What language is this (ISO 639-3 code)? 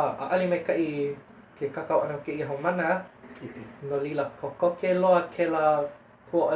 haw